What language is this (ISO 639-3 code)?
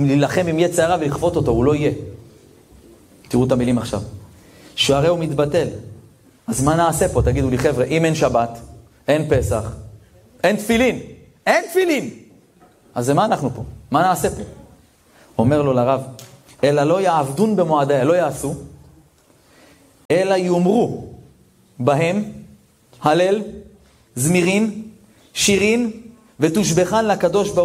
heb